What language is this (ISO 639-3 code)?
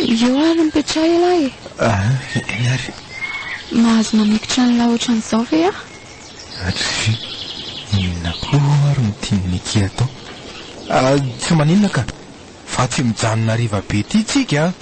mlg